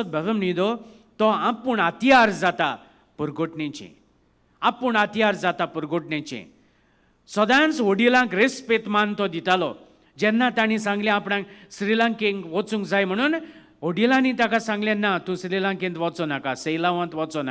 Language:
Konkani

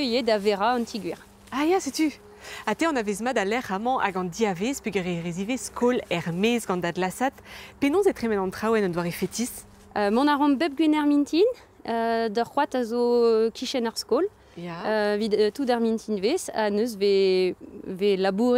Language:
Breton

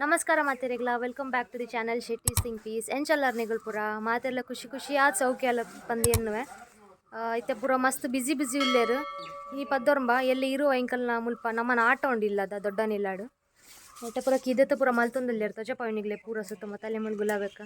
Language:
Tulu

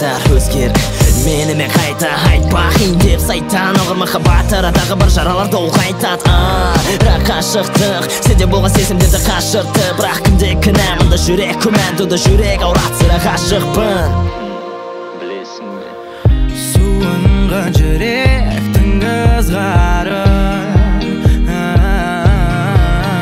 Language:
Kazakh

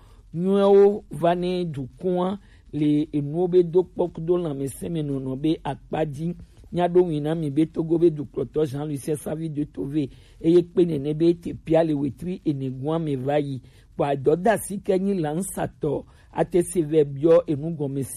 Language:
Gen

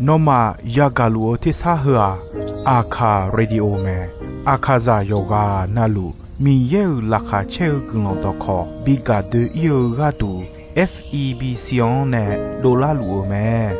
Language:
Akha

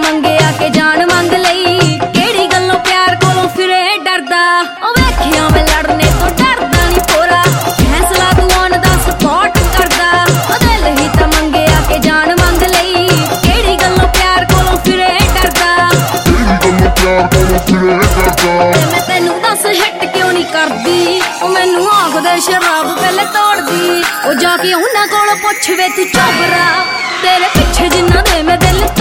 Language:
Punjabi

